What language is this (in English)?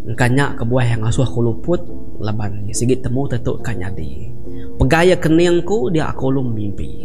Iban